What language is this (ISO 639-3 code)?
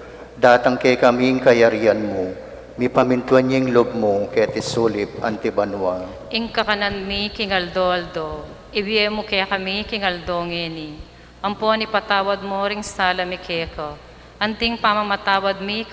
pam